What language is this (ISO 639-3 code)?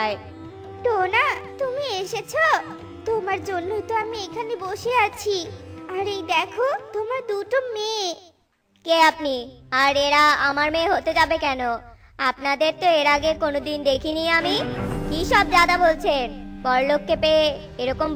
ben